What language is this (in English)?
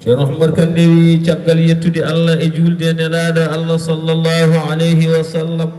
Fula